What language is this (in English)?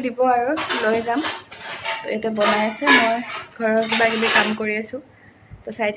Assamese